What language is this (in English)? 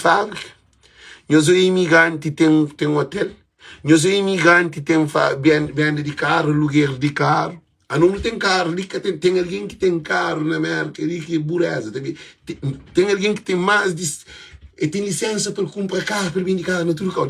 Kabuverdianu